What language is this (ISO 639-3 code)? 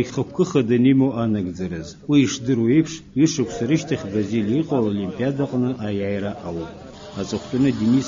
abk